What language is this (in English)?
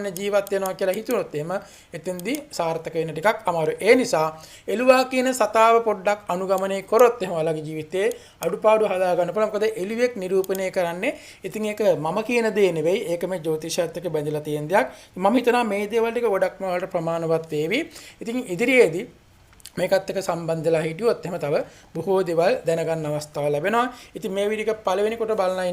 Sinhala